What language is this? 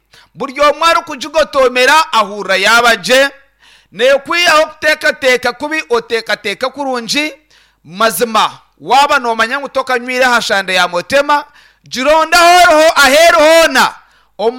Nyankole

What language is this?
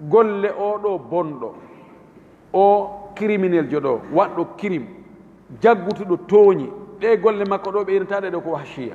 Fula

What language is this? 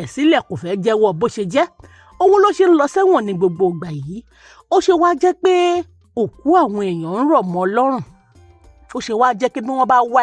Yoruba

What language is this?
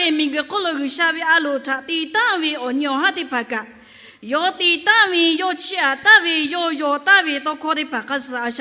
Lahu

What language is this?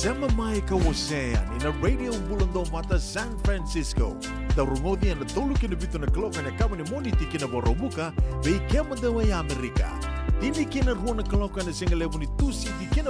Fijian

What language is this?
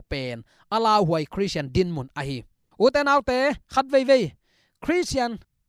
Tedim Chin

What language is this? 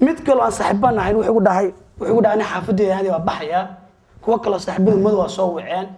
Somali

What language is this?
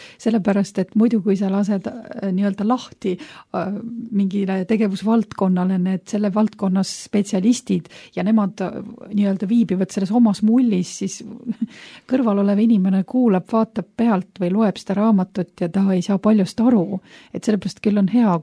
Estonian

